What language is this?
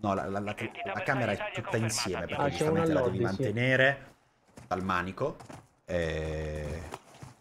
Italian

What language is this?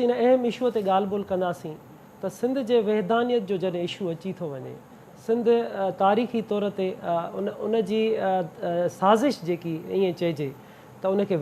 Sindhi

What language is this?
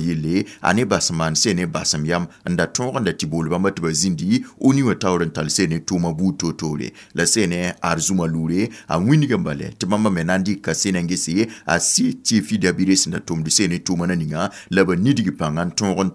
Mossi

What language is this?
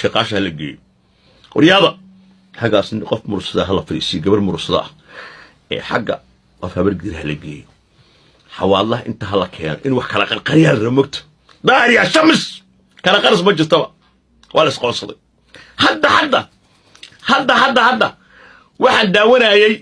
Somali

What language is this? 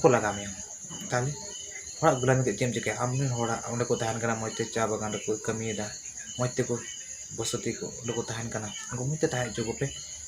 Santali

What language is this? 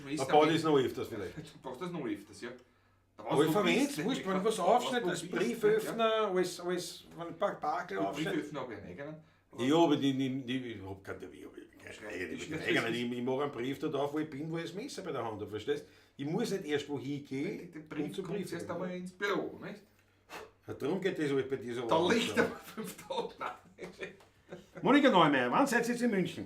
Bavarian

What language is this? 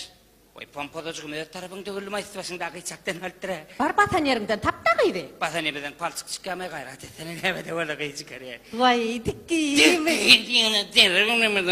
Turkmen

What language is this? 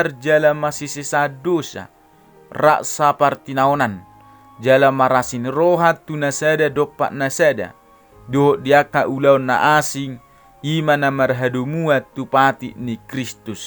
Batak Toba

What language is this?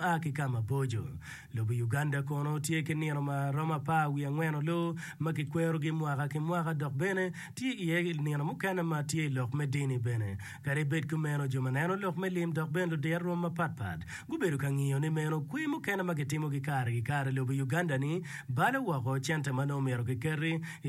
Acoli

